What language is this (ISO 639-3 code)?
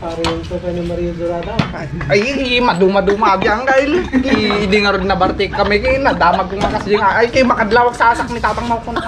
ilo